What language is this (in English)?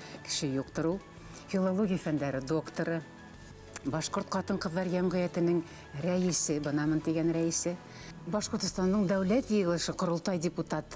Bashkir